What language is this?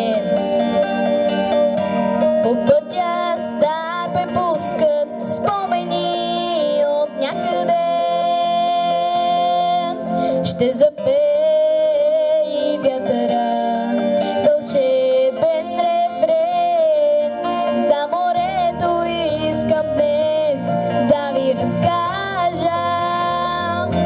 Bulgarian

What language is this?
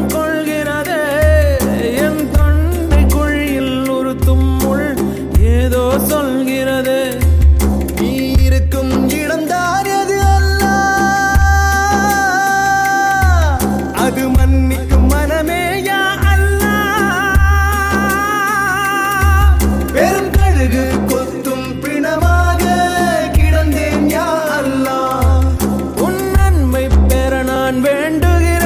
Tamil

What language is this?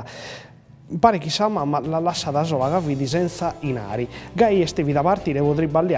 Sardinian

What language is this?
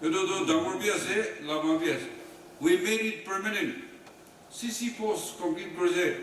Naga Pidgin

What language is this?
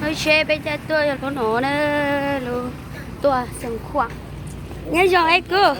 Hmong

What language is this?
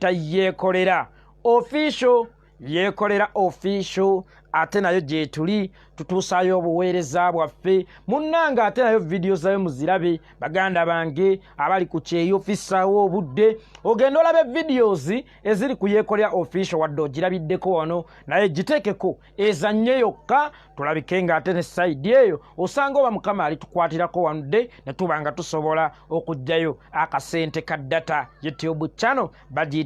Ganda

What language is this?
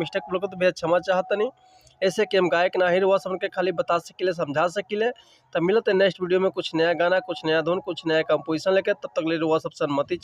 Bhojpuri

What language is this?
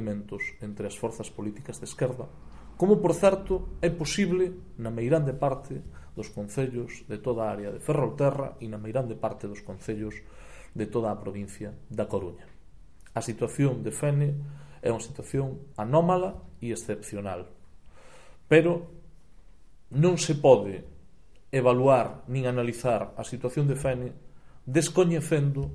Galician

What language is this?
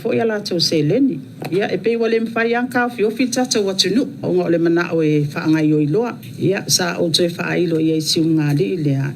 Samoan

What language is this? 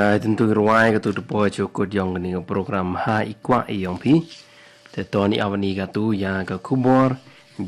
Khasi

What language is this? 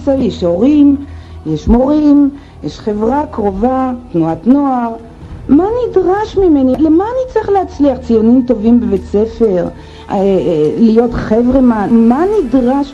Hebrew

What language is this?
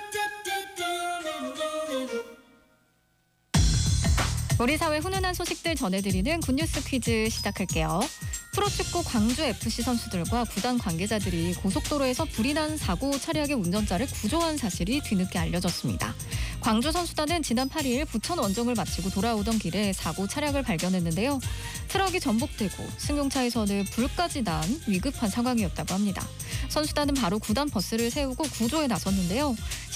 Korean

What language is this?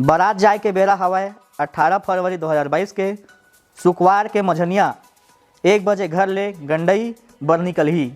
Chhattisgarhi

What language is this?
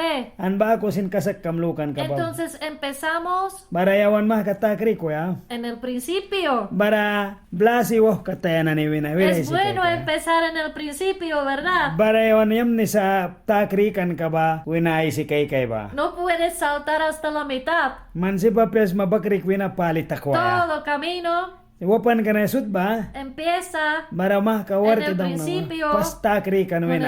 Mískito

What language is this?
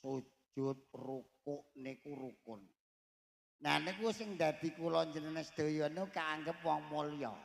Javanese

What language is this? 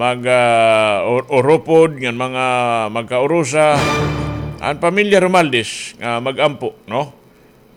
Waray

